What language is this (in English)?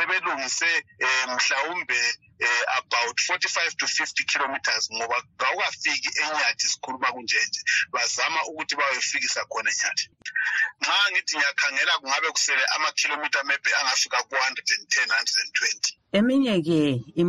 North Ndebele